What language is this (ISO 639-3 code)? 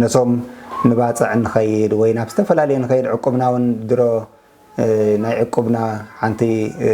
tir